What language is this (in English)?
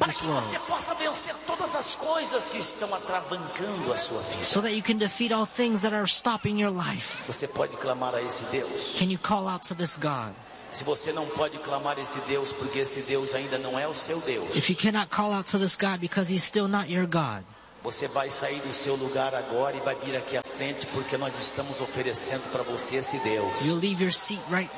Portuguese